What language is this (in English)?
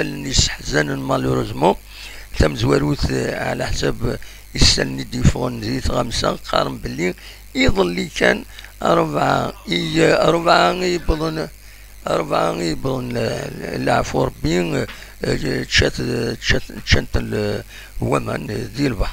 Kabyle